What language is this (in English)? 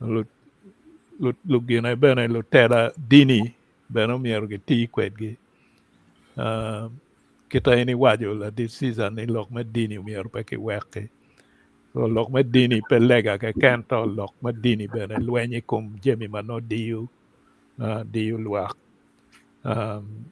Acoli